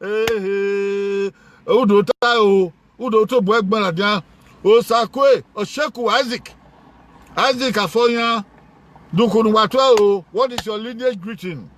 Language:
Bini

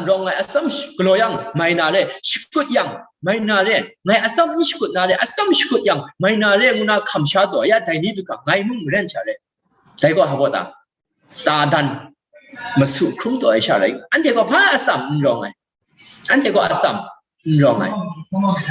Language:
Kachin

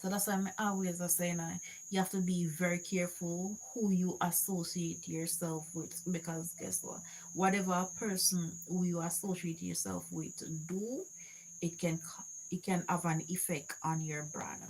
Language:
Jamaican Creole English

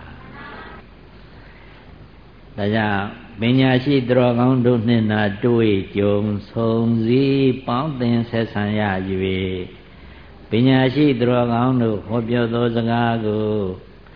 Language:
Burmese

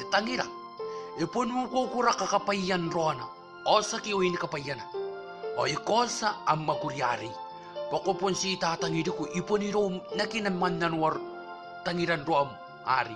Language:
Gilbertese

